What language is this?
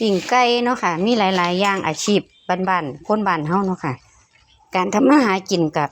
Lao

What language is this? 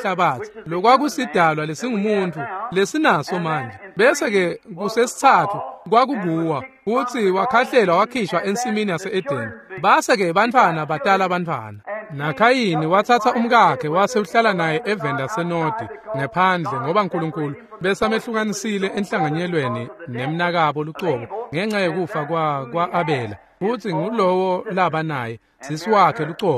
Swati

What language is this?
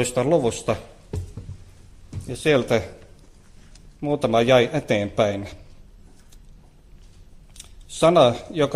Finnish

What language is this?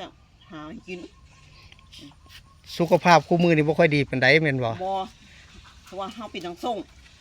Lao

